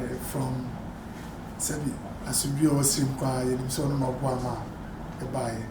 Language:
Akan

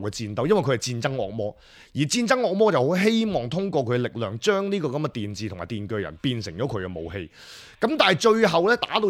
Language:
Cantonese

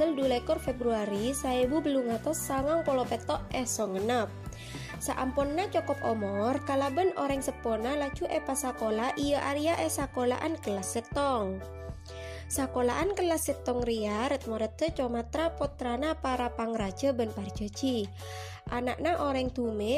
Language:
Madurese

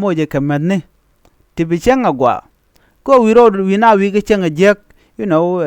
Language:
Nuer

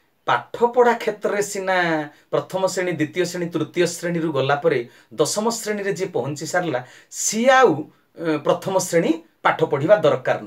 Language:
Odia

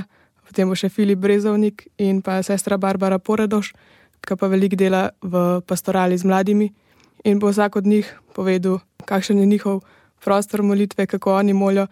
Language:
Slovenian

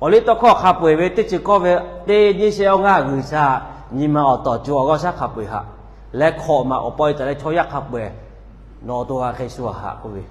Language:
Lahu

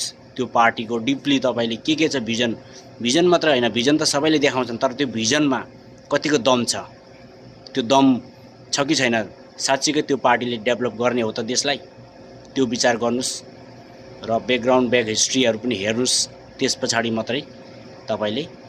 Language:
Nepali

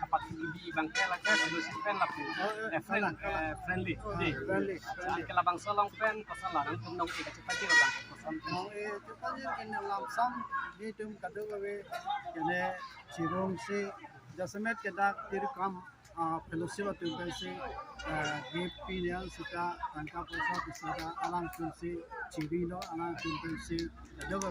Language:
Karbi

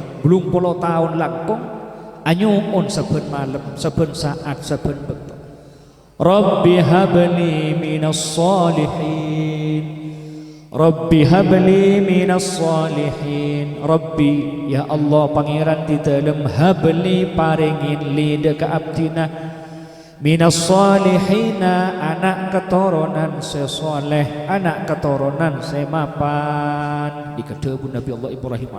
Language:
Madurese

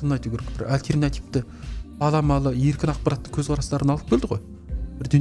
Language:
Kazakh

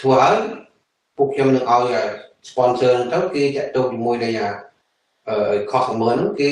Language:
Khmer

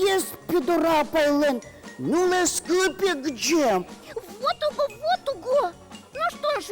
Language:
Udmurt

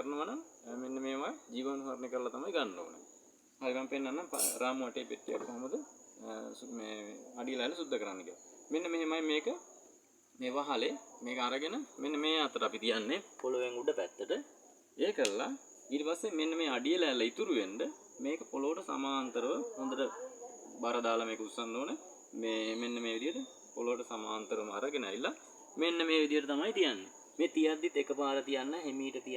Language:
Sinhala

